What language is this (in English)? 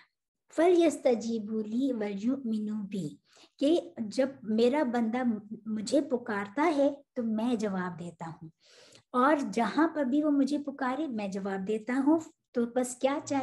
Urdu